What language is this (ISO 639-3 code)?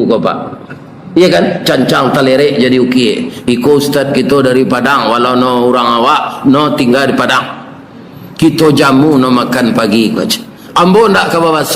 min